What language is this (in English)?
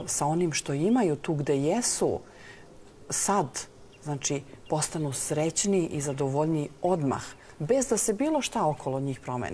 Serbian